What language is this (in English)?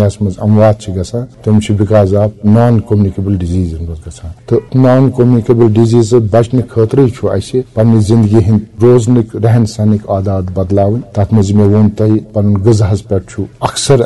Kashmiri